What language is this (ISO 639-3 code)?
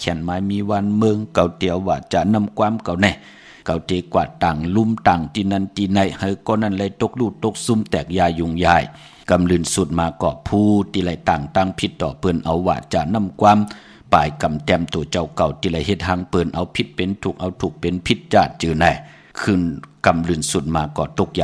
shn